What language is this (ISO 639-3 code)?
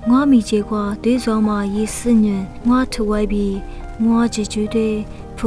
lis